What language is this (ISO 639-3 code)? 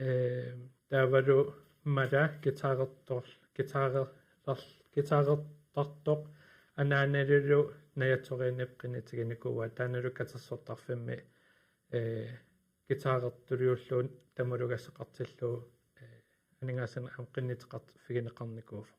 kal